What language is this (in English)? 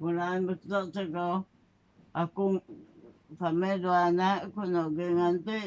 Iban